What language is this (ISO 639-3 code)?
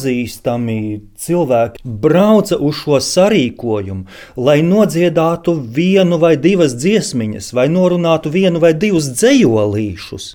lav